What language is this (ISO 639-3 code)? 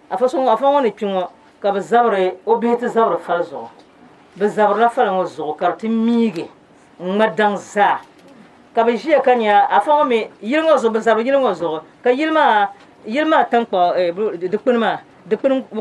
dag